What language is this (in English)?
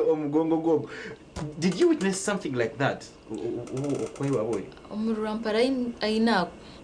Nyankole